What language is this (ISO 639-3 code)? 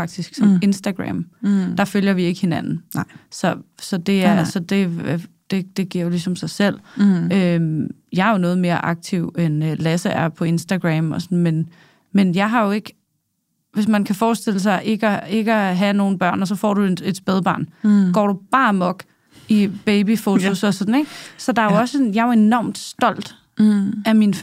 dan